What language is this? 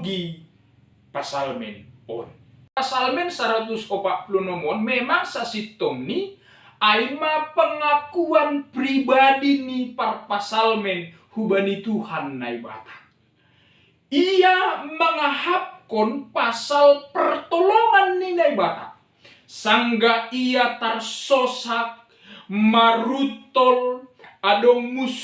Batak Simalungun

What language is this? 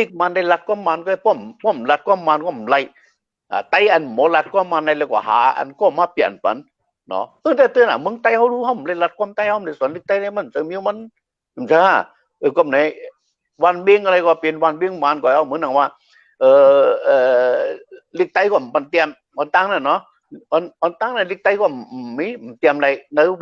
Shan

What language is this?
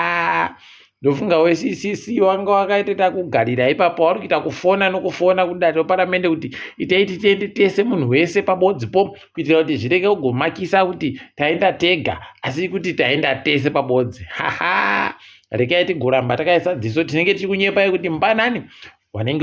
Ndau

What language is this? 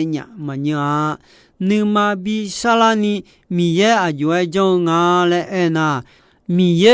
Akha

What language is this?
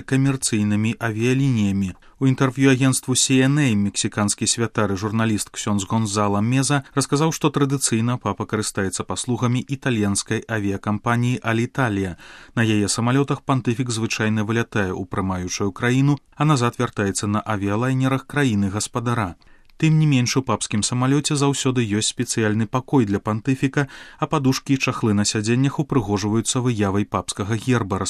Belarusian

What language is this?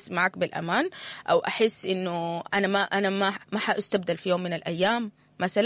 Sudanese Arabic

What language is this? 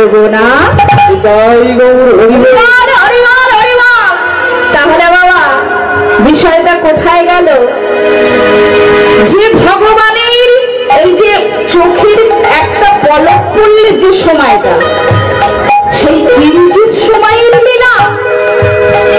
Bangla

